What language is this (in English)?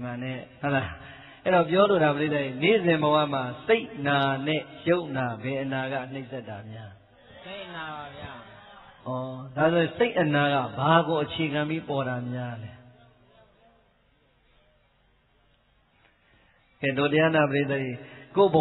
Burmese